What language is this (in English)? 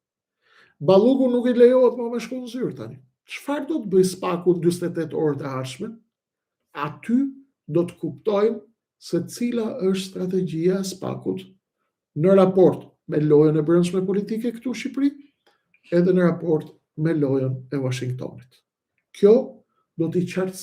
Albanian